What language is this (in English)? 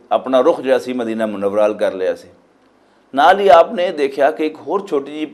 Western Panjabi